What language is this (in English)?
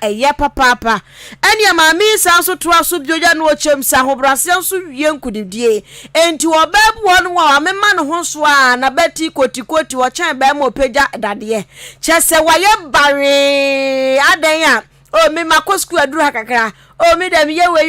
Akan